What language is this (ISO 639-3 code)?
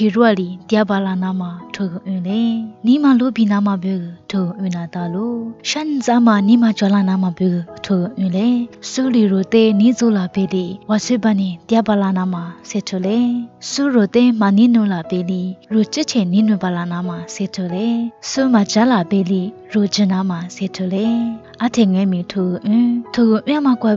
lis